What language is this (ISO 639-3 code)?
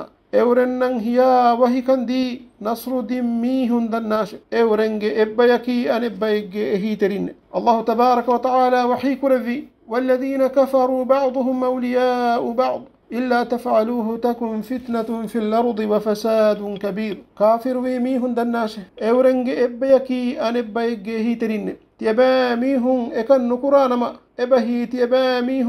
div